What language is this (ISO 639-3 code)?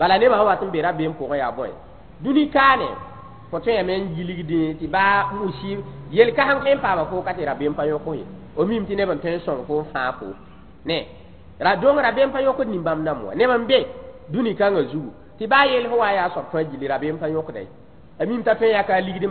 mos